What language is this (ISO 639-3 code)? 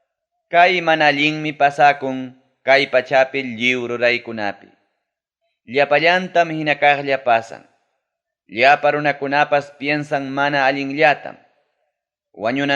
quy